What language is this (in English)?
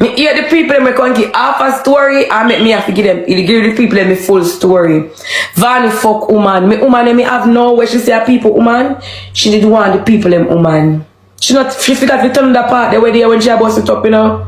Jamaican Creole English